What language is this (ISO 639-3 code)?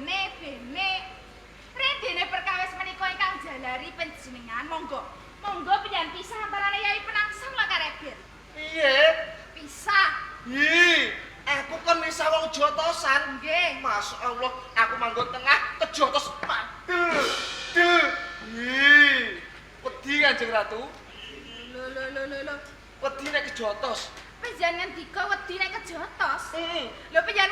jav